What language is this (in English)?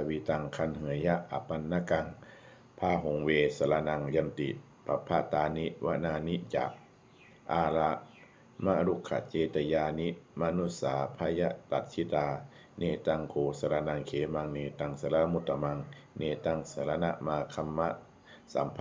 Pali